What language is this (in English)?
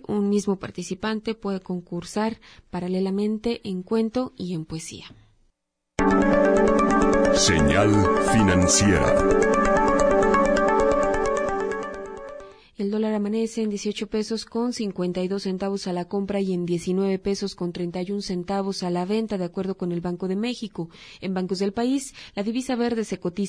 Spanish